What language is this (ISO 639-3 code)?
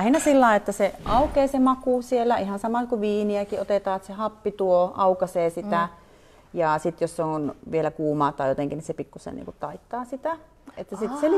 fin